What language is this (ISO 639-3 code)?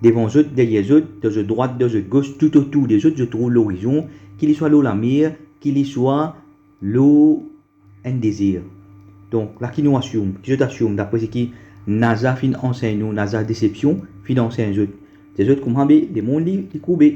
mfe